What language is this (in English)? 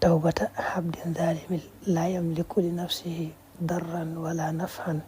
Wolof